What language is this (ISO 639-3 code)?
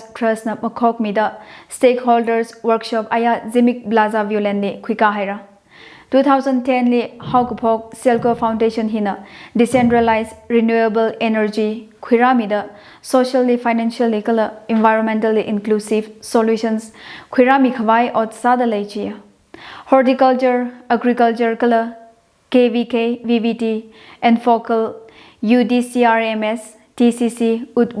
nmf